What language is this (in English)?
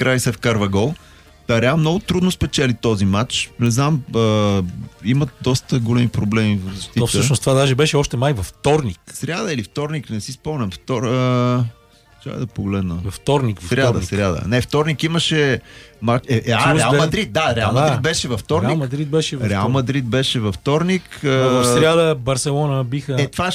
Bulgarian